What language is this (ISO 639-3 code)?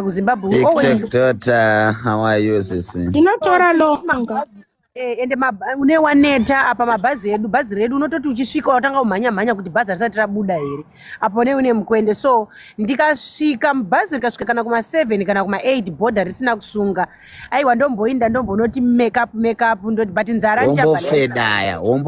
sna